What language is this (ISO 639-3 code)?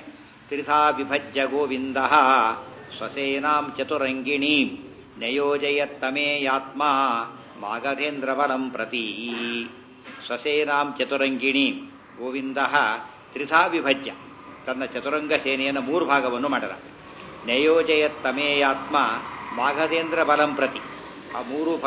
kan